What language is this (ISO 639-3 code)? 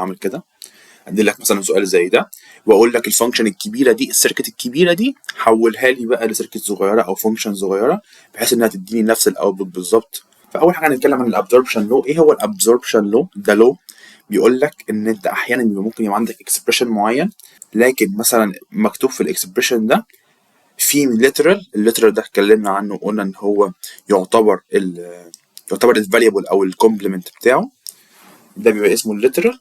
arz